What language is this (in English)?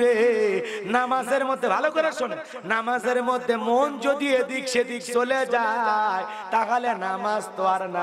Bangla